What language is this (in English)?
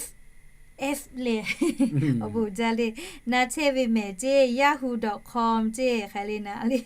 Lahu